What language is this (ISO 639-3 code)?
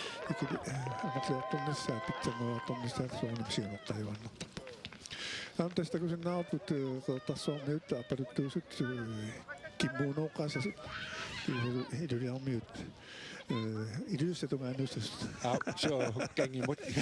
kal